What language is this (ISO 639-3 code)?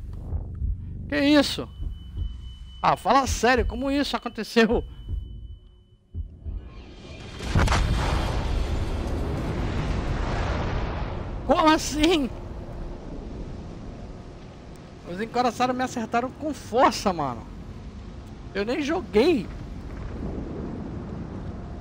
por